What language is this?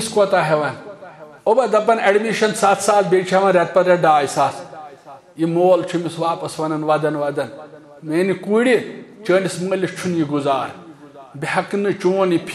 Kashmiri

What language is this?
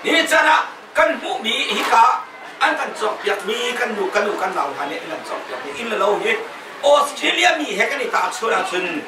Hakha Chin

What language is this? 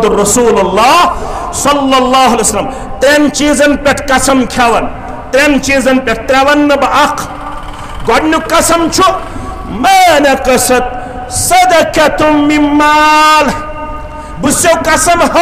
Kashmiri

